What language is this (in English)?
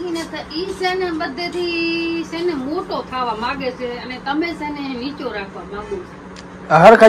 Gujarati